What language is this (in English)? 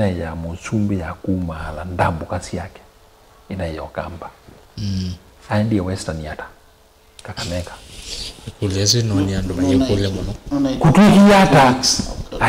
Kamba